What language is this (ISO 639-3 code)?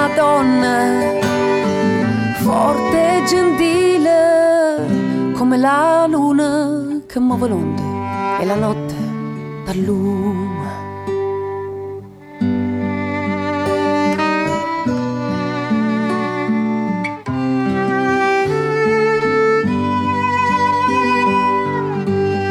ita